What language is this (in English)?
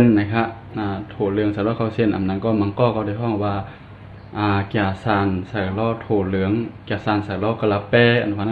Shan